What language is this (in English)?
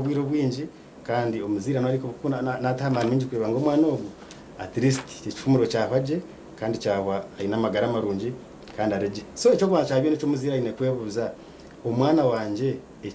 Nyankole